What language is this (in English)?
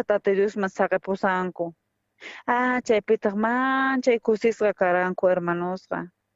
South Bolivian Quechua